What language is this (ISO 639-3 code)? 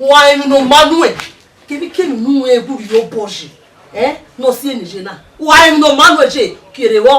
bin